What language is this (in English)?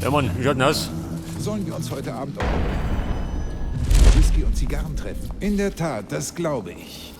Bavarian